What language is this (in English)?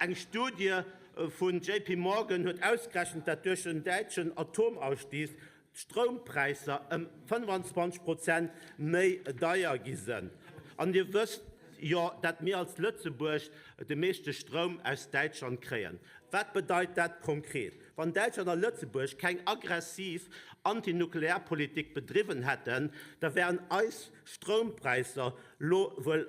Luxembourgish